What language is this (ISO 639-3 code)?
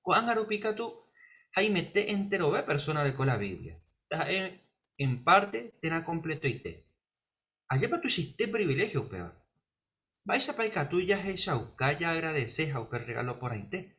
grn